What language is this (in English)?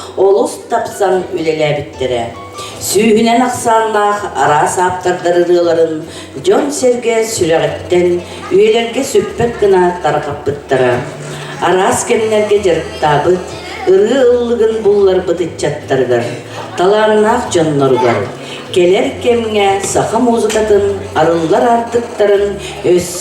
Yakut